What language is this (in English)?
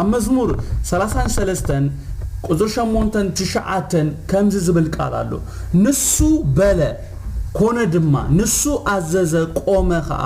Tigrinya